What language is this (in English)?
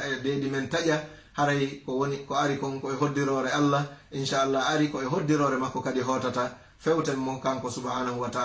Fula